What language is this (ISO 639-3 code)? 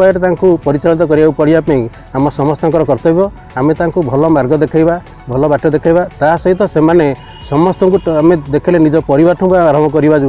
ori